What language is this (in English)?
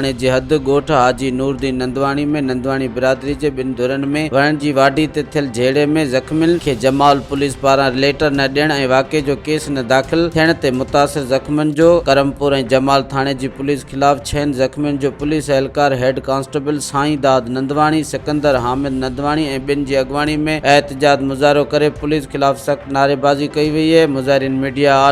Sindhi